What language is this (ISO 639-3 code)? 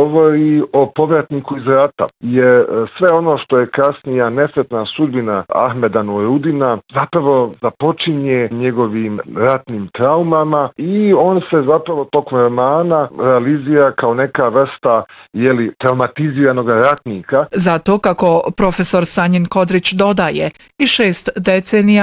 bos